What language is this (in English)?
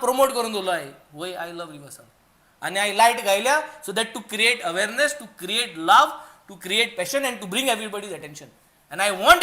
Konkani